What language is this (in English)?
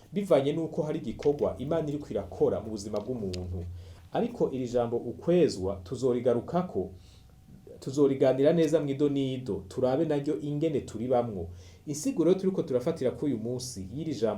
Rundi